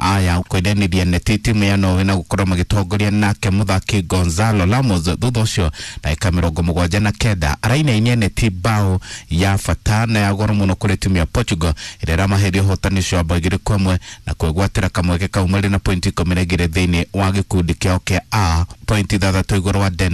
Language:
Kikuyu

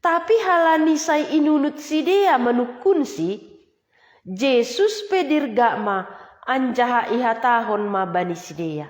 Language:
Batak Simalungun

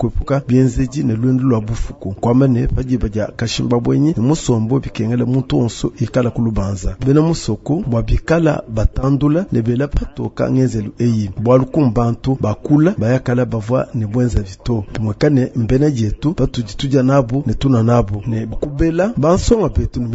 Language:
Luba-Lulua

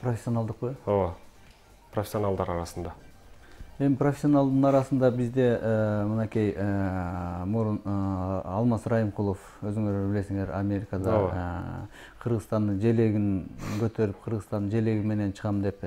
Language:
Kyrgyz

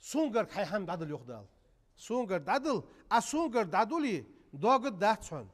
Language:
Ingush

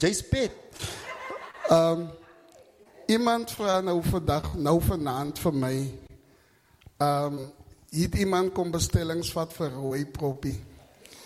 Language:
Afrikaans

